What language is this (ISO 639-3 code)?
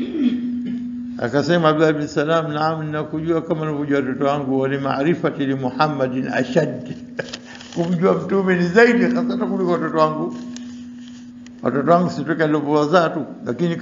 swa